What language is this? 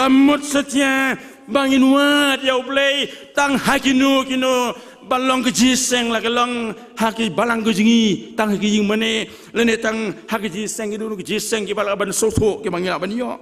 Khasi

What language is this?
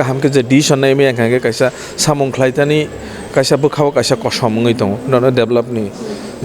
Kok Borok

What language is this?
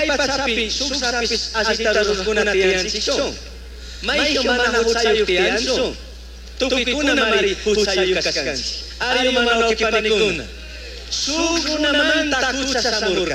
Chimborazo Highland Quichua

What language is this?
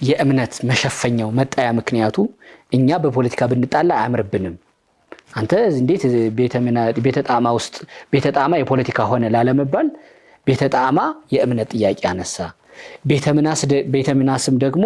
Amharic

